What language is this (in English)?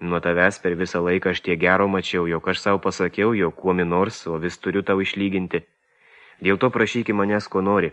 Lithuanian